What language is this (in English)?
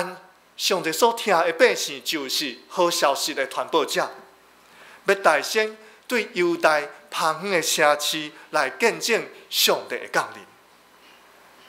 Min Nan Chinese